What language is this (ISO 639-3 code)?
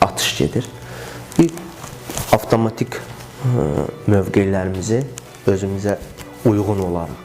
aze